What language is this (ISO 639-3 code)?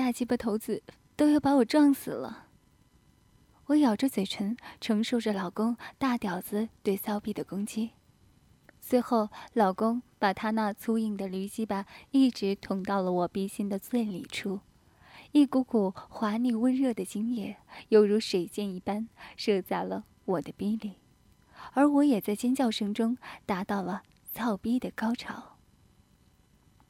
zho